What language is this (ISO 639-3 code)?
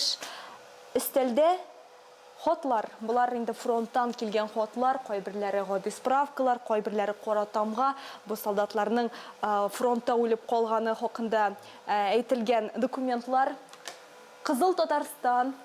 tat